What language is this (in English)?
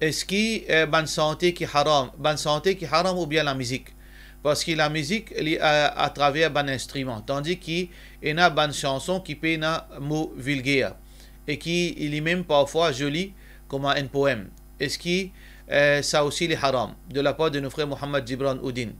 Morisyen